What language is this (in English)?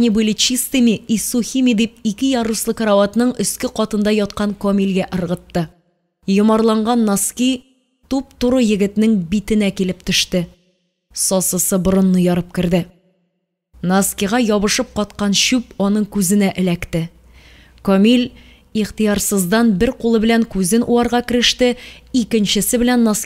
Tatar